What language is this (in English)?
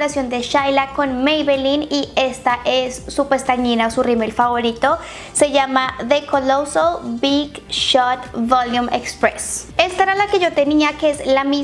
Spanish